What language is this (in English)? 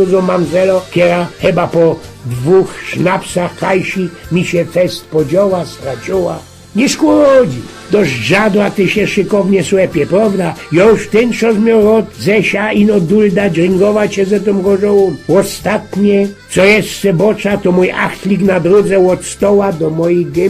Silesian